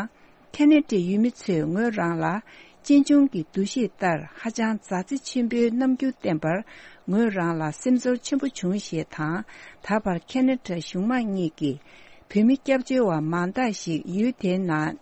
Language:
Tibetan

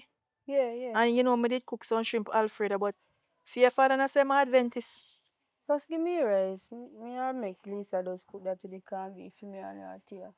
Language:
Jamaican Creole English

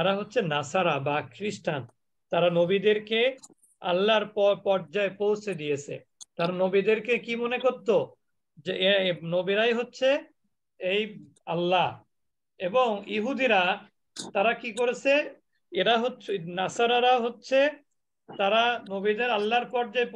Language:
Bangla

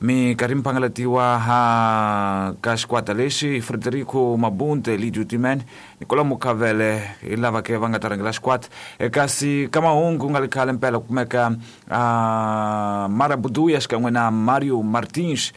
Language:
Tsonga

